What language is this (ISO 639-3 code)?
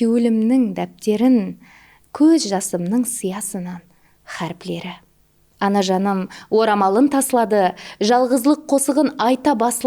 kaa